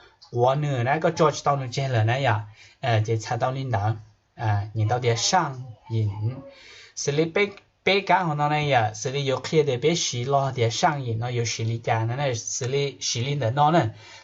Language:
Hmong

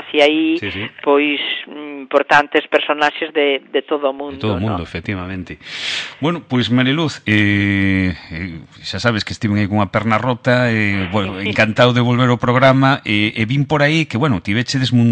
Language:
Galician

